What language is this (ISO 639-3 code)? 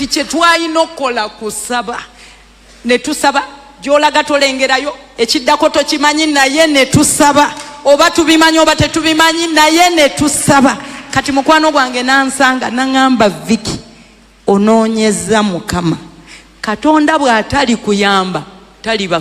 lug